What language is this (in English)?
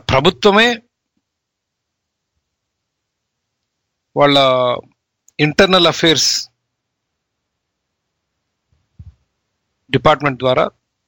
Telugu